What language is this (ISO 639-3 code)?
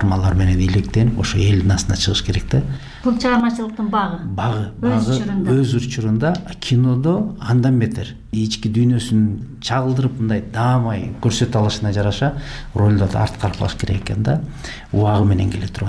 kir